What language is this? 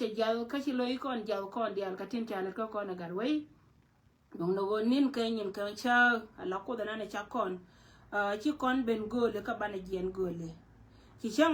Nuer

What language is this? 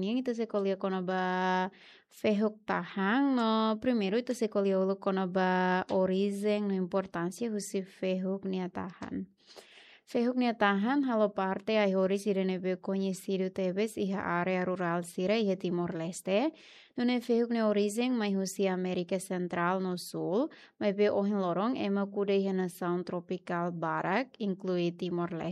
Tetum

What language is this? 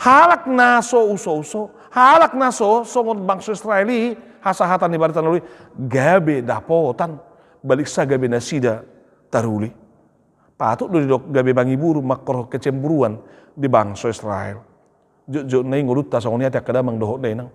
Batak Toba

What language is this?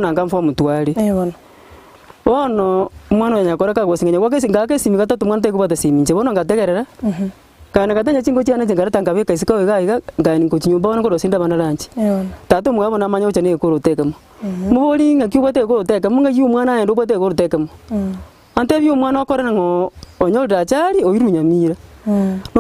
Gusii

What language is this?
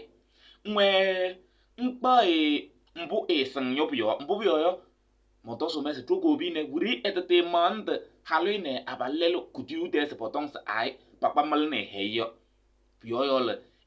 Kabiyè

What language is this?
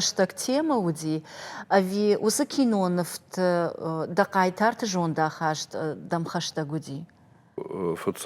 Ossetic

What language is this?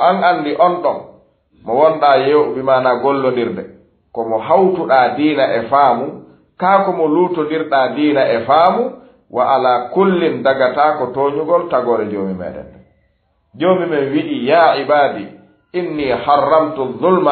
Fula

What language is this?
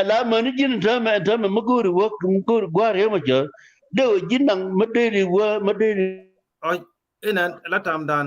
Nuer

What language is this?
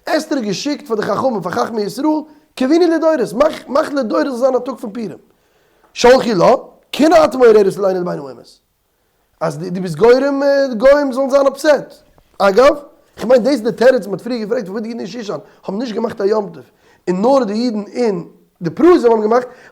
Yiddish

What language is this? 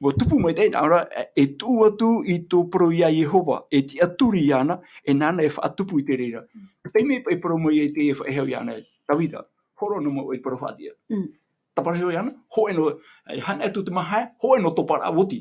Tahitian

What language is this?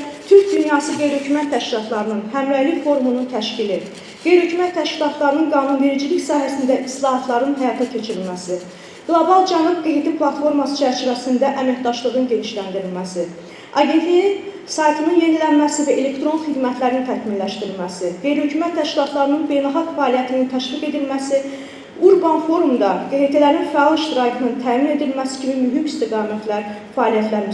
Azerbaijani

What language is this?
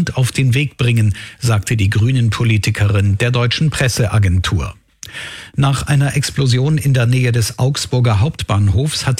German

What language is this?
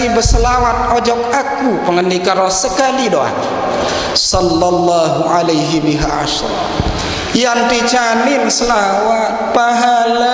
Sasak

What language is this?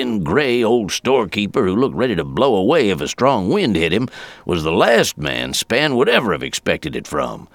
English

